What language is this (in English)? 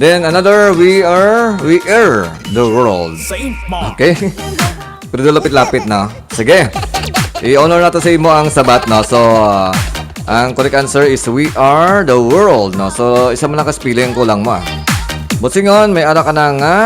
Hiligaynon